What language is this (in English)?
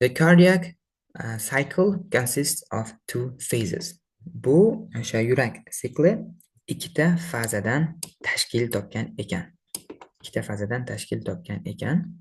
Uzbek